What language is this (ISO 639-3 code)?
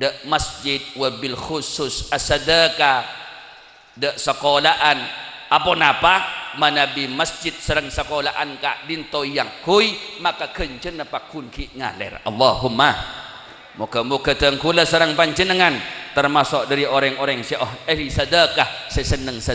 mad